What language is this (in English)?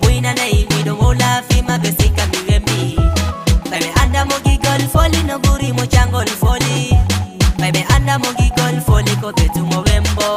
Fula